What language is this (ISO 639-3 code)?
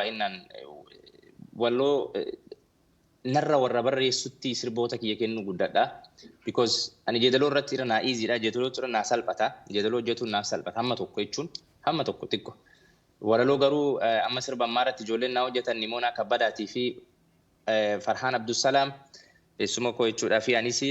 orm